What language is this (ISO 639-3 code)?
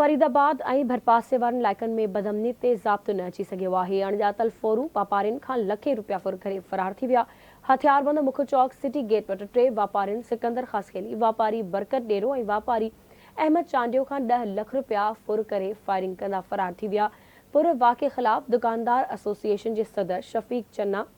snd